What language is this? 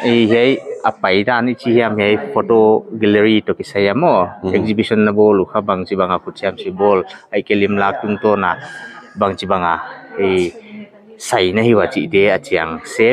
Paite Chin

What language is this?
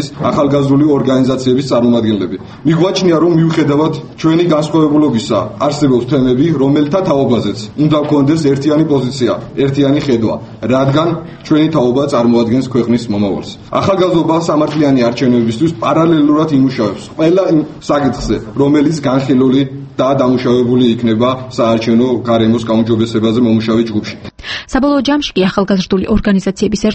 Georgian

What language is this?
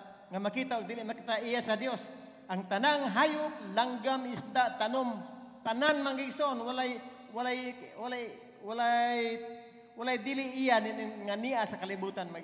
Cebuano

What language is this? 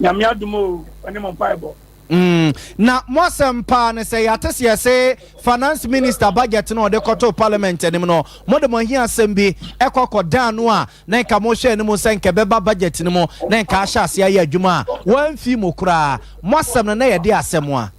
Akan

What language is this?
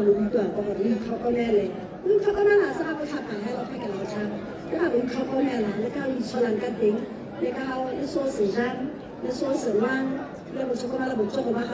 Tswana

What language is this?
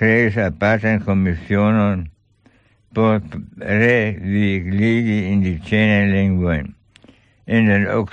Esperanto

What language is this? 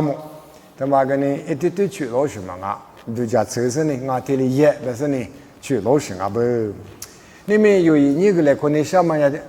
Lisu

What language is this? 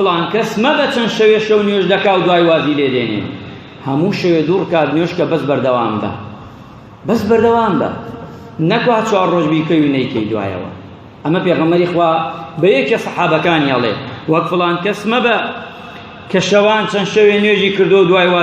Central Kurdish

